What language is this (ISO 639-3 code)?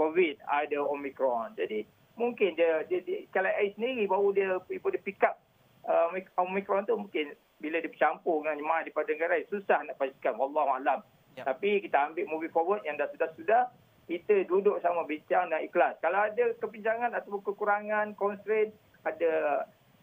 msa